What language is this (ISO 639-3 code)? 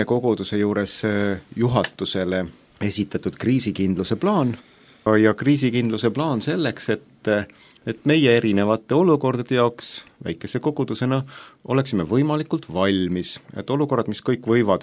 est